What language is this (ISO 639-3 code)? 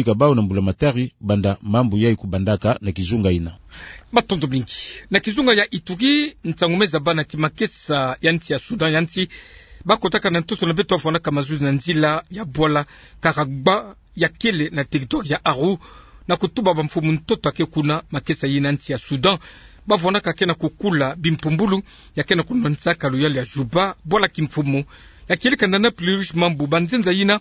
ktu